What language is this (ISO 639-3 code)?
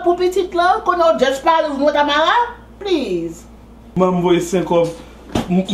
hat